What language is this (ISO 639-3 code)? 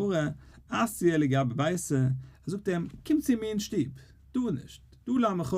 yid